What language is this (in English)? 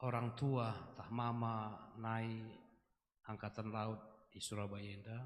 Batak Karo